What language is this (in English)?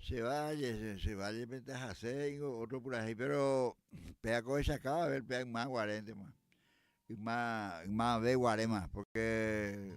Guarani